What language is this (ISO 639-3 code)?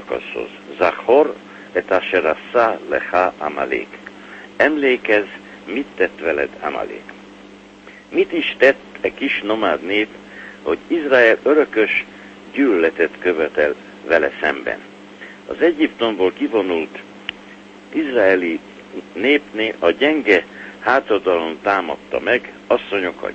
hun